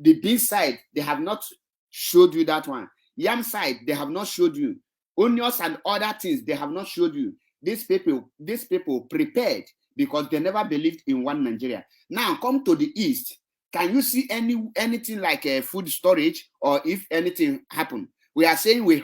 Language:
Nigerian Pidgin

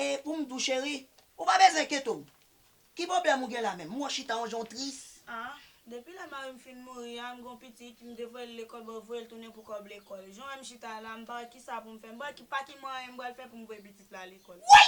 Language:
Haitian Creole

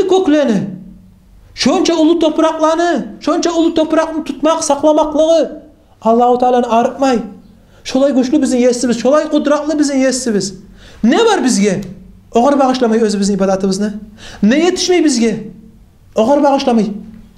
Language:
Kumyk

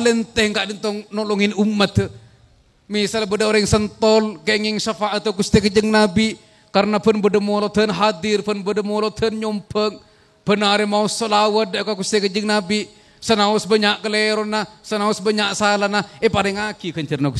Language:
Madurese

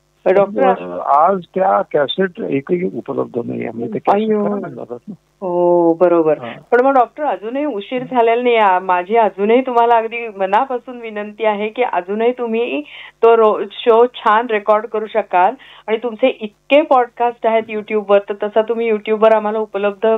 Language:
Marathi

